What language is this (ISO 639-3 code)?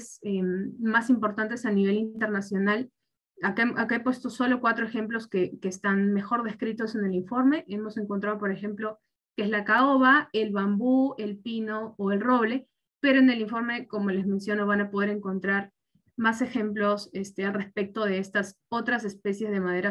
spa